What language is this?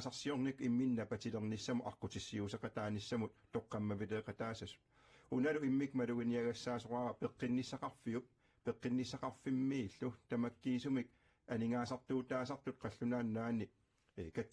Kalaallisut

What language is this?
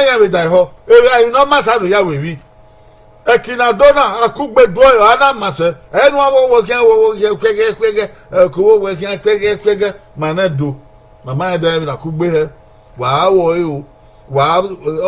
Bini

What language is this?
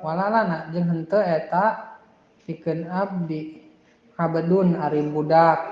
Sundanese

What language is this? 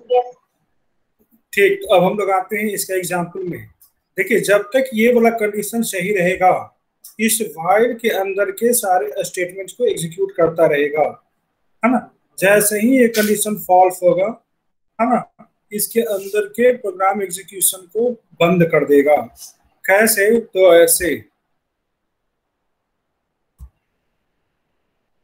Hindi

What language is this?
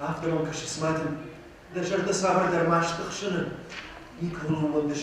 Ossetic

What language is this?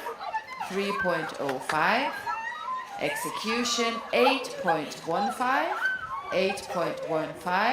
Faroese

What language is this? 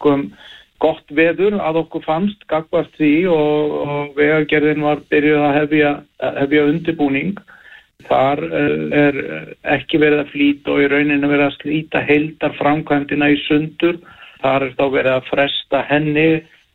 Icelandic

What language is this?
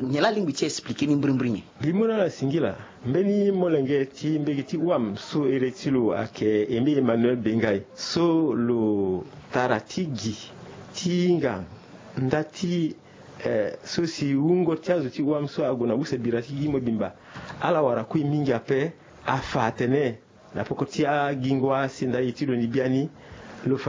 Sango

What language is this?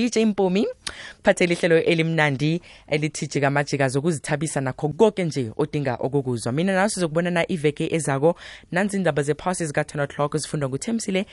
South Ndebele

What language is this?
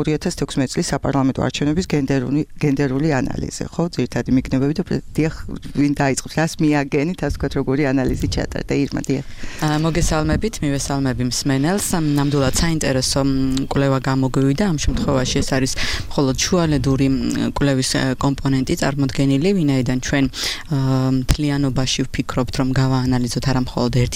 Georgian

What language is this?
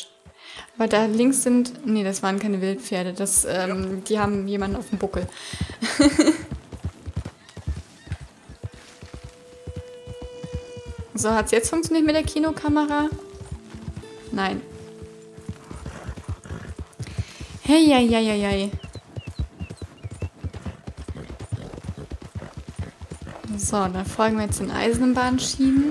German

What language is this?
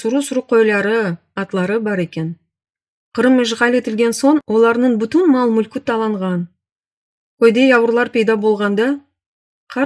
Crimean Tatar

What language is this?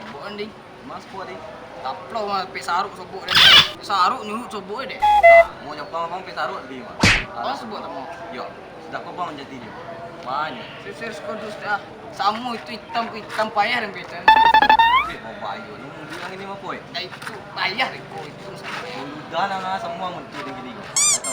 Minangkabau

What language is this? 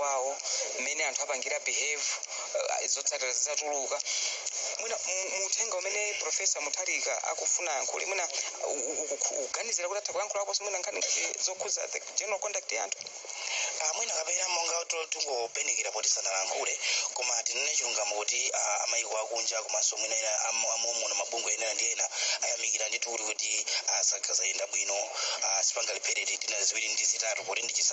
Nyanja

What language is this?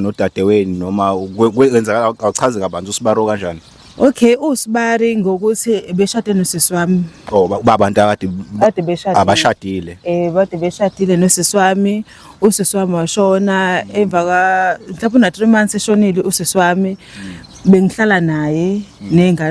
Zulu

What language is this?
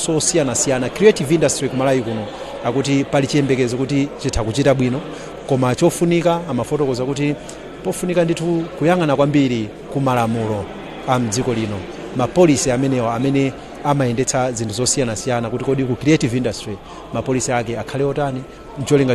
Nyanja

